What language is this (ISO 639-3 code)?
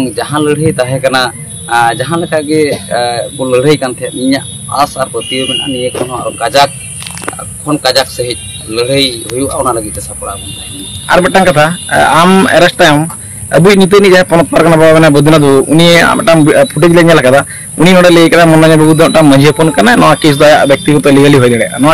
sat